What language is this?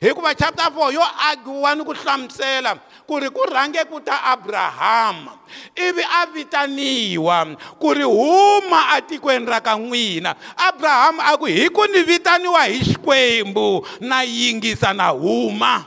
Tsonga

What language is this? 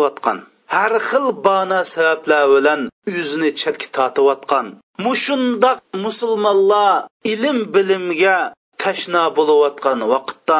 Uyghur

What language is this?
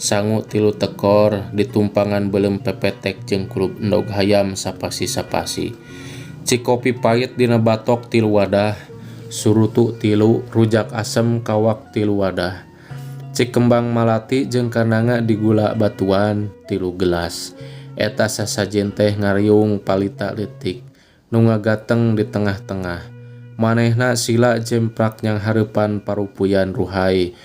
Sundanese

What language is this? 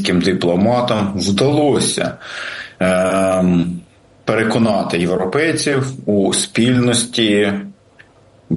Ukrainian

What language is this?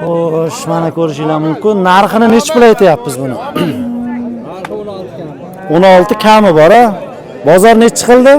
Uzbek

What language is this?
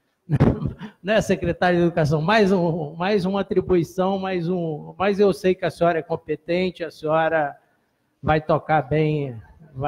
Portuguese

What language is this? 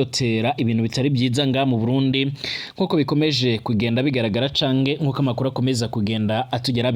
Rundi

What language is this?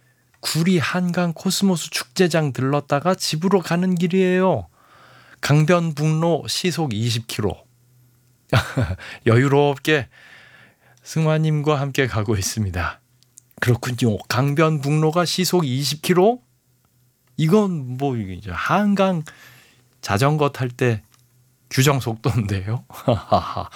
Korean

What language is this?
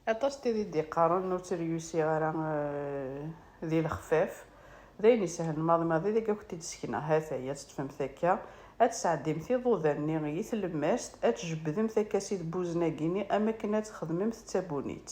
Kabyle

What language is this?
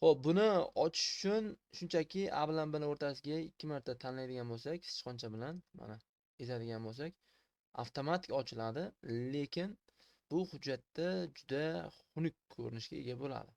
Uzbek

